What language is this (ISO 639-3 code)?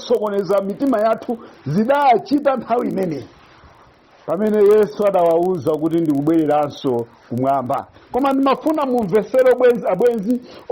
nya